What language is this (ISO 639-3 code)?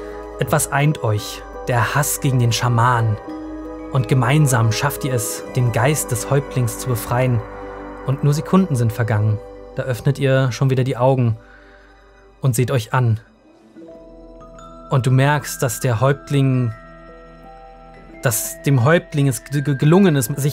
deu